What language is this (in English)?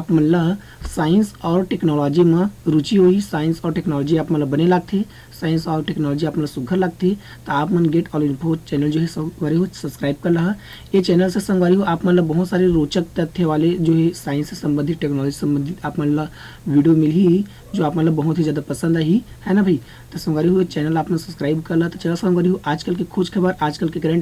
Chhattisgarhi